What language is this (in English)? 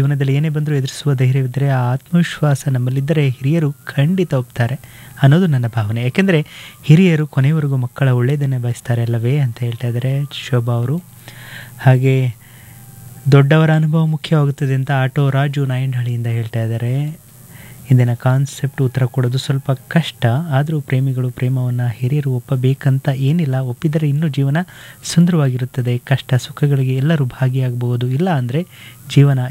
Kannada